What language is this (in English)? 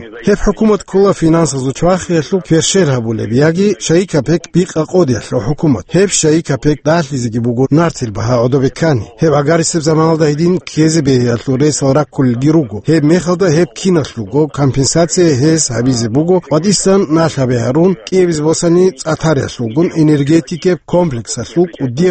Avaric